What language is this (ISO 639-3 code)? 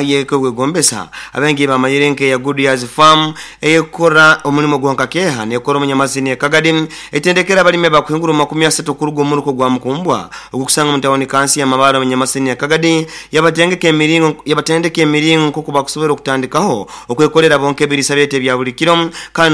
nyo